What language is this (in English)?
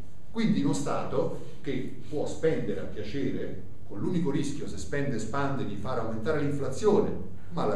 Italian